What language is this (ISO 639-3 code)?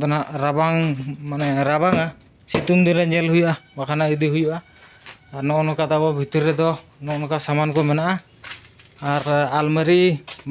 sat